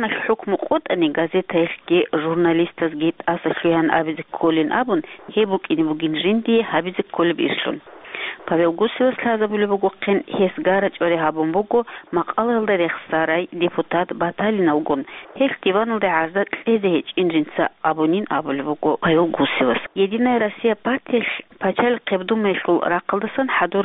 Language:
Avaric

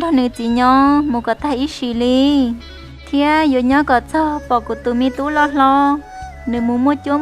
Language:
Hmong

